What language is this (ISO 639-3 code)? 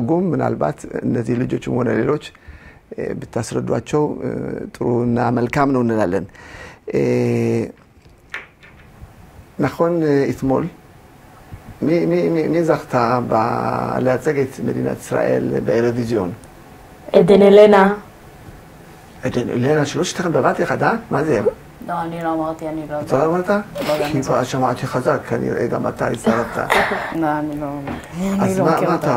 heb